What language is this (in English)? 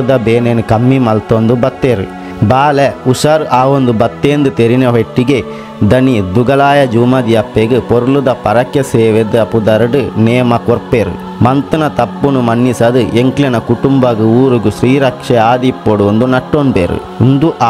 Tulu